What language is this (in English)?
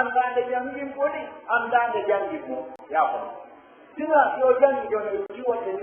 Pular